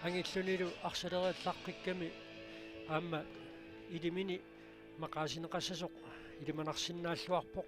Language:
Kalaallisut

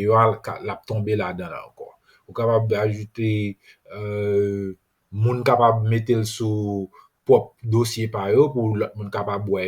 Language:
Haitian Creole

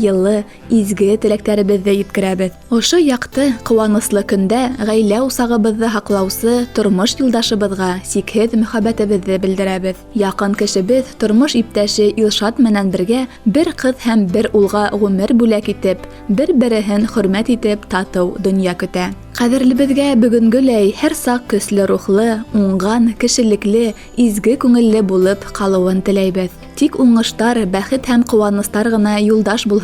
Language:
Bashkir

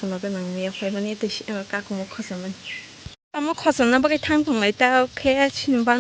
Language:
Kok Borok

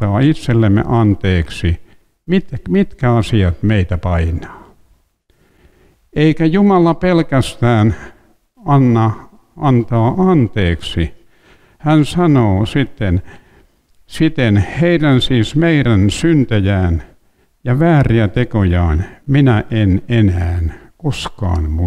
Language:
Finnish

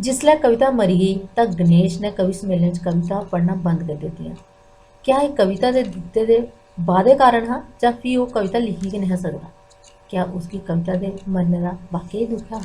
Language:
Dogri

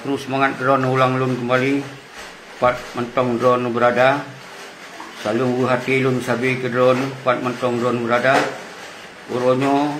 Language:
Achinese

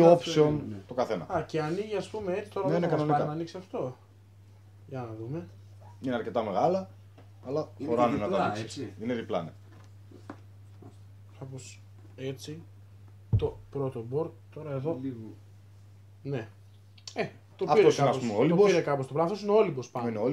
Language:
Greek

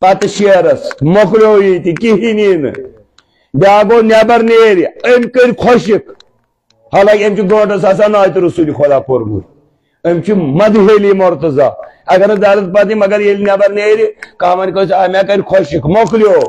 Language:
Kashmiri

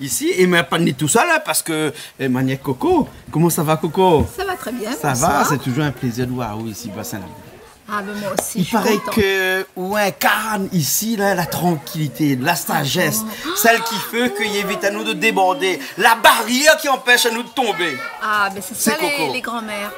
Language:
Réunion Creole French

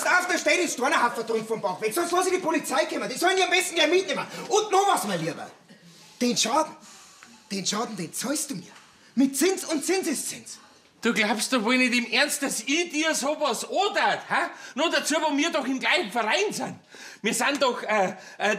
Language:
Bavarian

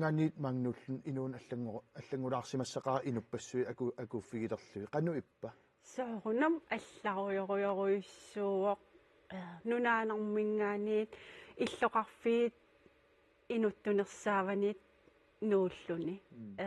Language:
Kalaallisut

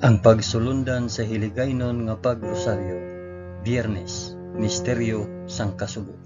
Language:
Hiligaynon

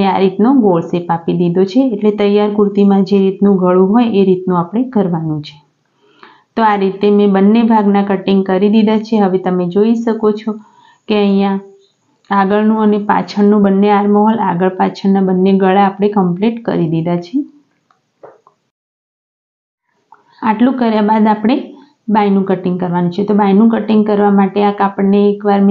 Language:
Gujarati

